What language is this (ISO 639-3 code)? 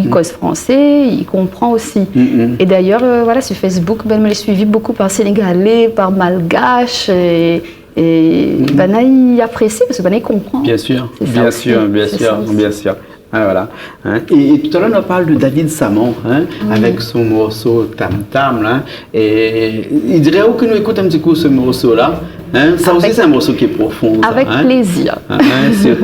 rcf